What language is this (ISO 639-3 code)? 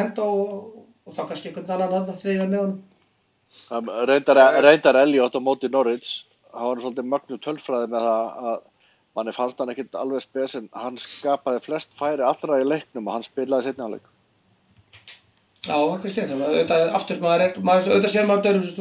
isl